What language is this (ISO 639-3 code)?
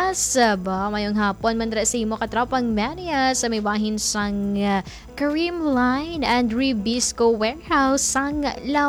hil